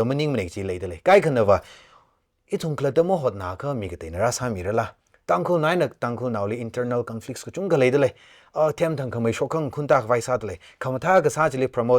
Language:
Tangkhul Naga (India)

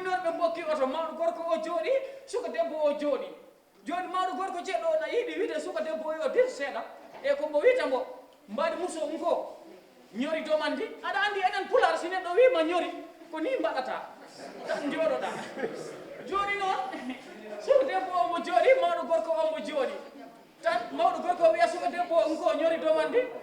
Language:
Fula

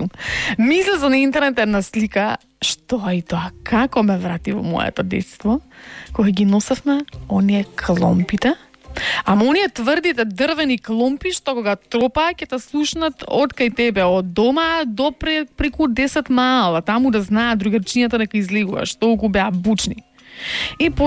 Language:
Macedonian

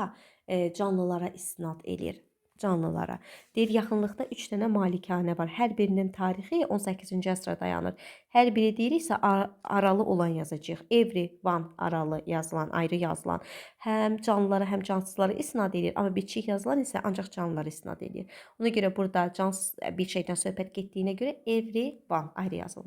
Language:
Azerbaijani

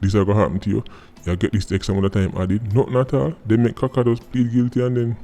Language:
Jamaican Creole English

